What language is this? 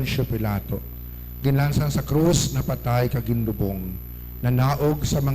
Hiligaynon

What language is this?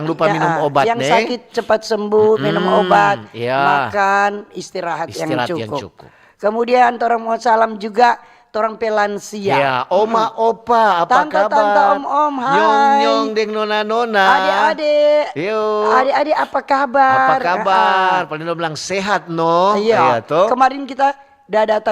Manado Malay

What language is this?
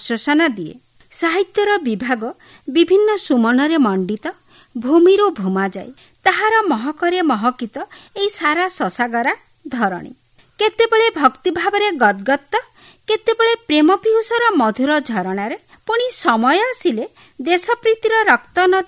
Odia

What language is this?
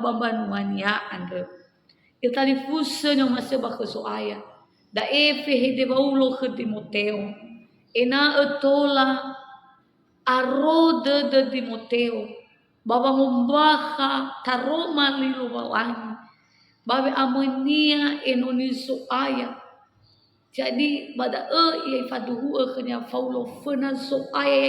Nias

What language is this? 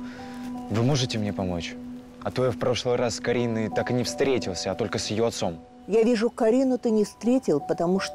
Russian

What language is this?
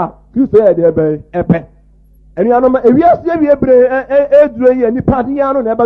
Akan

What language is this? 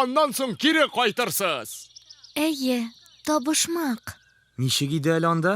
Tatar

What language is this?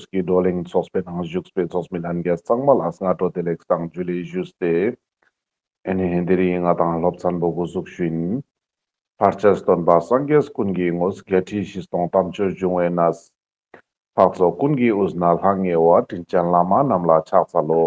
Ladakhi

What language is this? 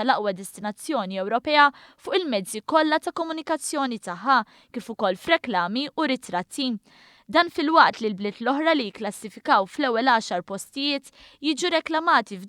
Maltese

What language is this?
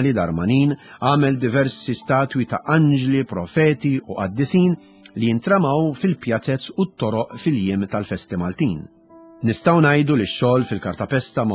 Maltese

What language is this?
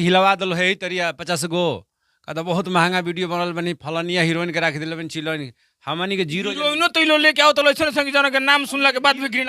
Bhojpuri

